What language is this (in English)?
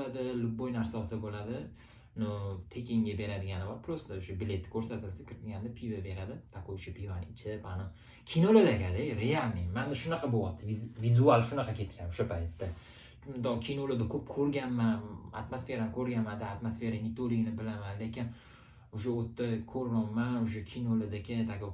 Uzbek